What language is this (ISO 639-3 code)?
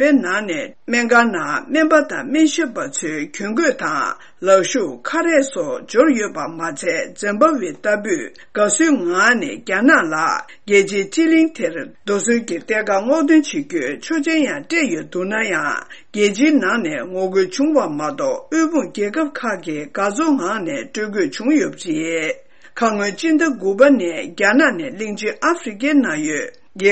bod